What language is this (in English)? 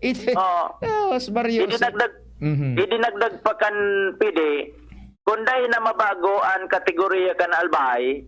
Bikol